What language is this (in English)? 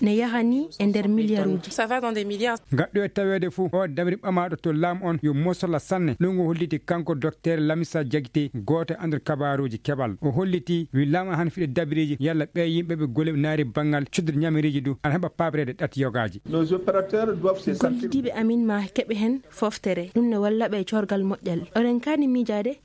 Maasina Fulfulde